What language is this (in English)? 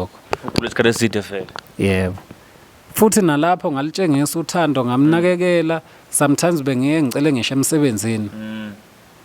Zulu